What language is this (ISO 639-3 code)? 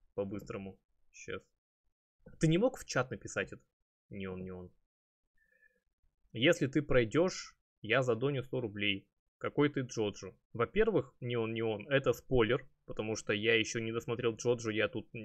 rus